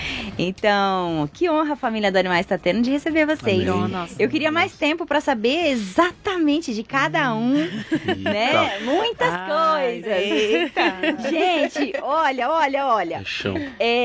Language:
Portuguese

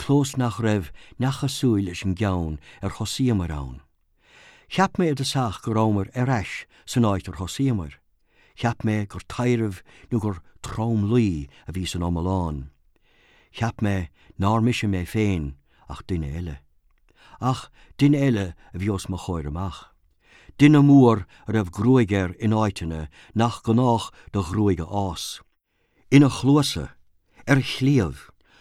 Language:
Irish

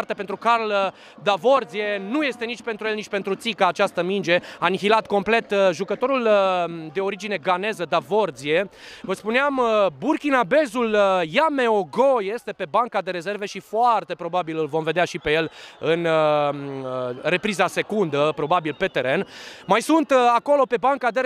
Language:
Romanian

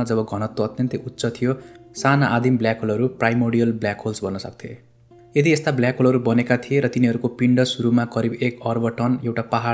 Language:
Nepali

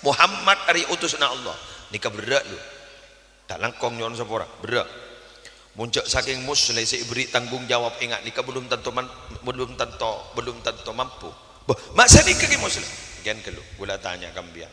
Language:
Madurese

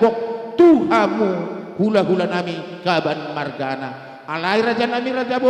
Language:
Batak Karo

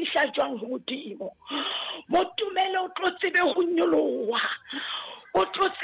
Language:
Southern Sotho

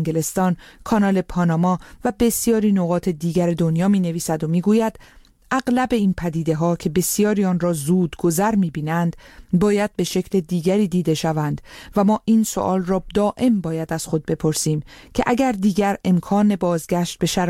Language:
Persian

